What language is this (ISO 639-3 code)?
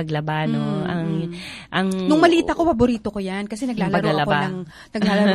fil